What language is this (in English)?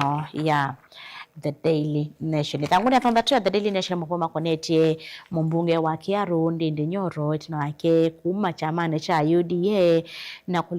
Kamba